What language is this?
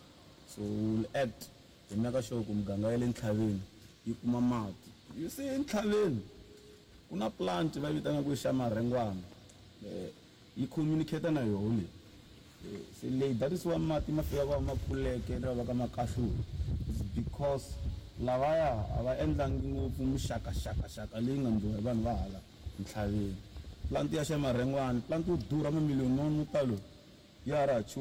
Tsonga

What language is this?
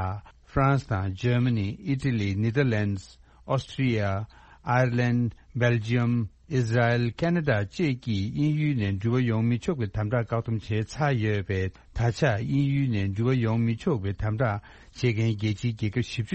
Tibetan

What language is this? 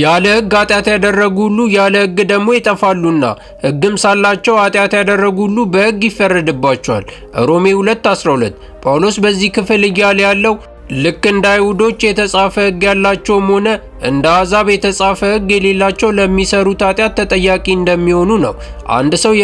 Amharic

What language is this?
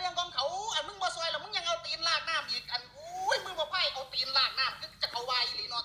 Northeastern Thai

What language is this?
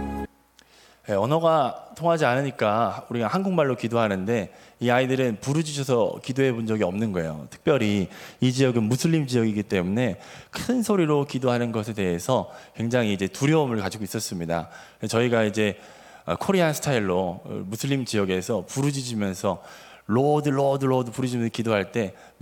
Korean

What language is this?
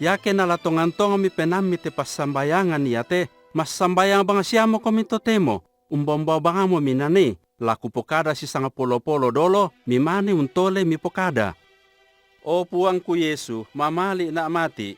Toraja-Sa'dan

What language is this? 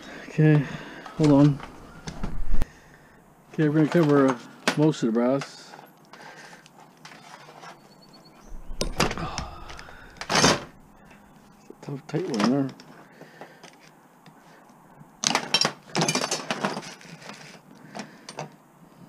English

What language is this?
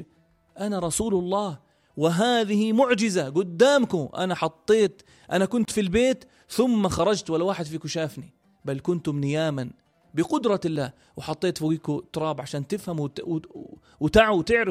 North Levantine Arabic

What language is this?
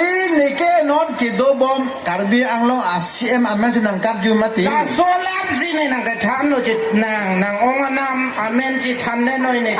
Karbi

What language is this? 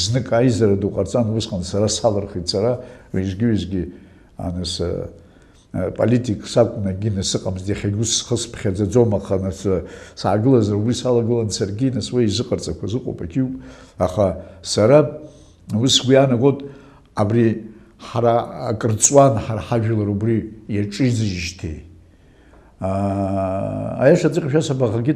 Abkhazian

